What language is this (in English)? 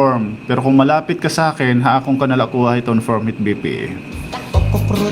Waray